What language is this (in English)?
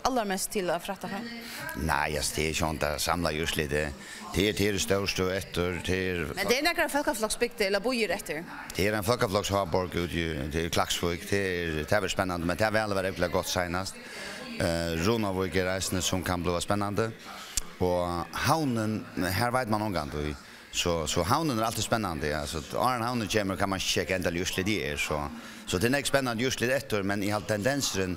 Faroese